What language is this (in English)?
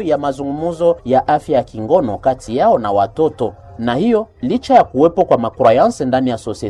Swahili